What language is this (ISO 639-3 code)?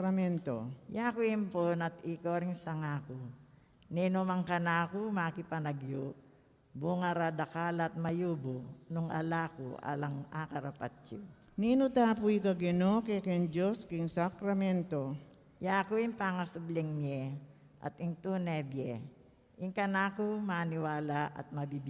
pam